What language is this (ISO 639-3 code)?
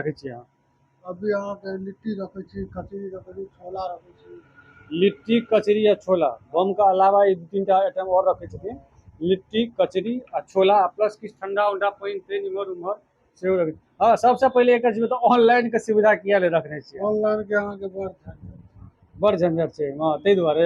mai